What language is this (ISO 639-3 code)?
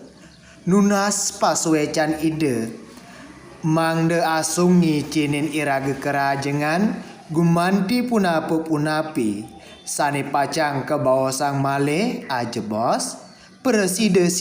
ban